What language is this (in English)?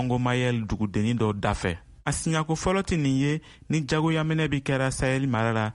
Bambara